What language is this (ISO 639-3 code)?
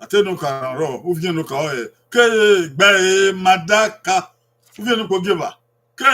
bin